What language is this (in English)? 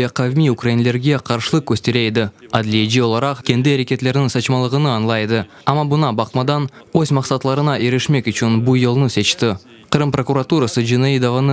Crimean Tatar